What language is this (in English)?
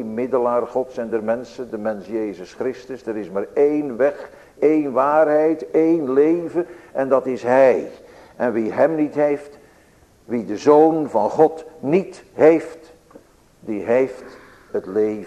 Dutch